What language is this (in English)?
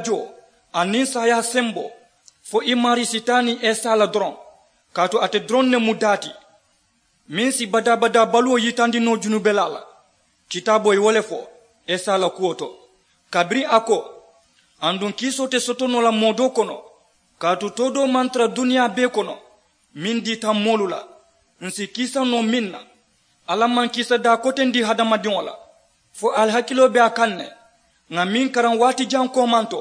Mandingo